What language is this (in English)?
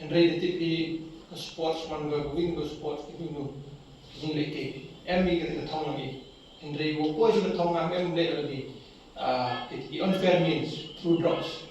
Khasi